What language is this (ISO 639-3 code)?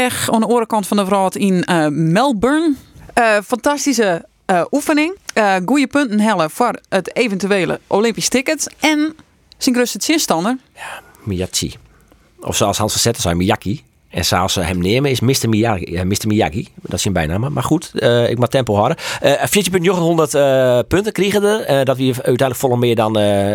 fry